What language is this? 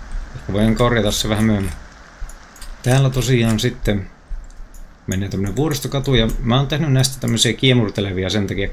Finnish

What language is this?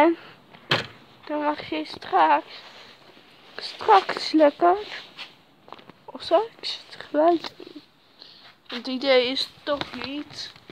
Dutch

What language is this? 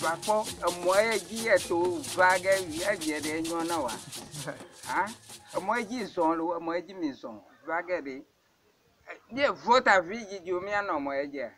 Ewe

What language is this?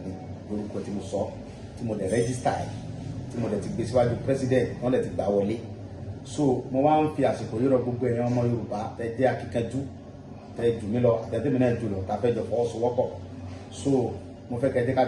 Yoruba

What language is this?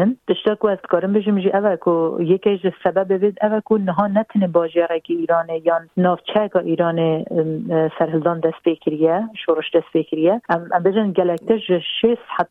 Kurdish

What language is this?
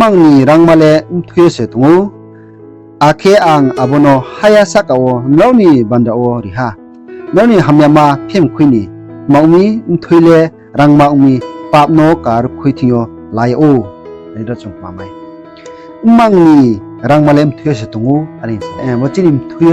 Riang (India)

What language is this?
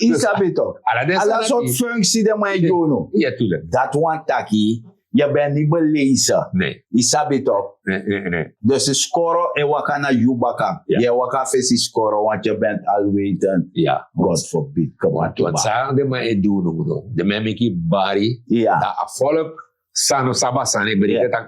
Sranan Tongo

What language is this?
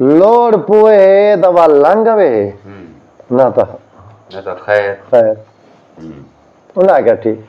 Saraiki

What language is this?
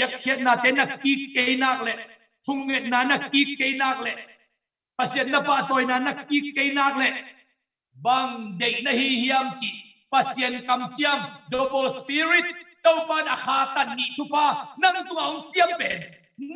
Tedim Chin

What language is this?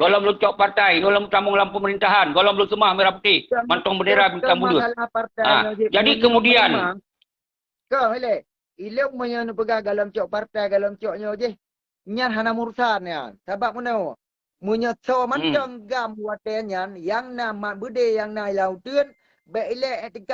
Achinese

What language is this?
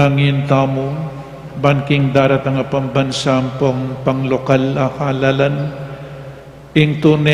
Pampanga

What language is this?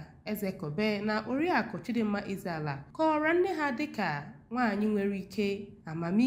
Igbo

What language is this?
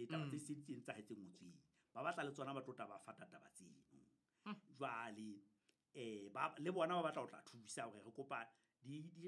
Southern Sotho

